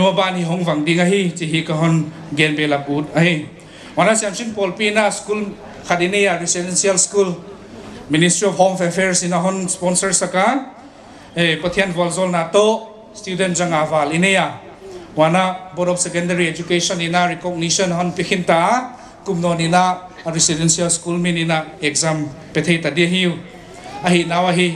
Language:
Paite Chin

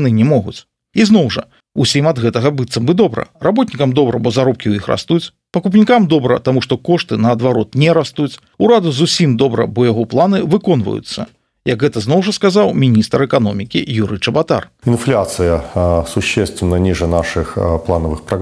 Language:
Belarusian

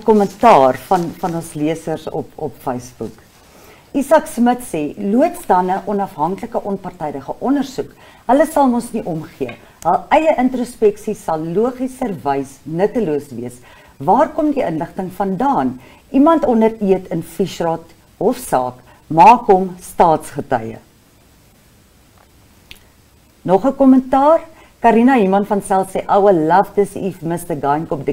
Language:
Afrikaans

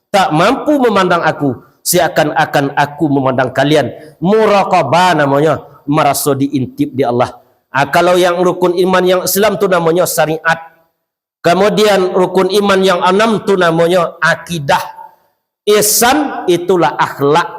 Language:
Minangkabau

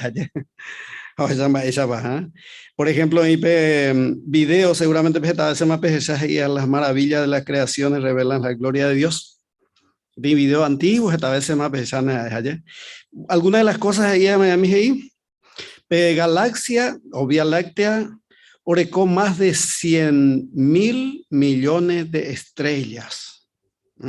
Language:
Guarani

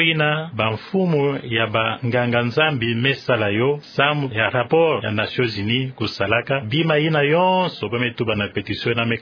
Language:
Kituba (Democratic Republic of Congo)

